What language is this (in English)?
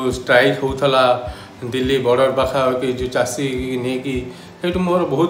Odia